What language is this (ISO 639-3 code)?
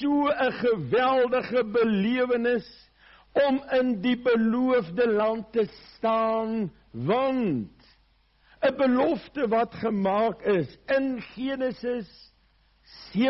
afr